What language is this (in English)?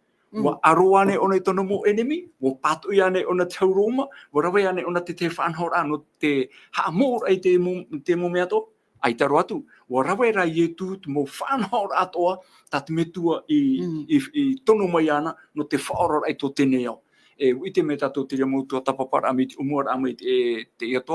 Tahitian